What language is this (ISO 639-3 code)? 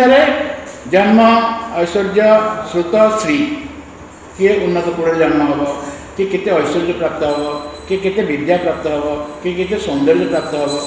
ori